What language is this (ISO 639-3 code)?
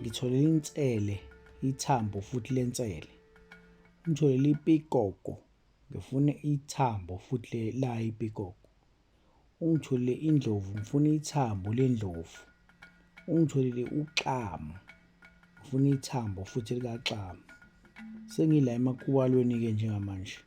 zul